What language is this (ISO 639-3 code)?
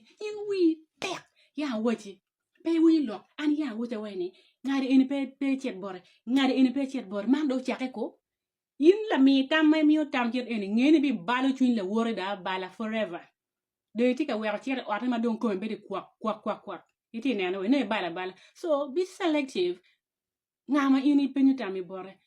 ach